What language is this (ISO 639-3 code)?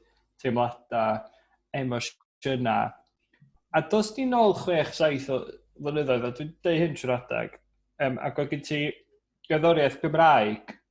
cym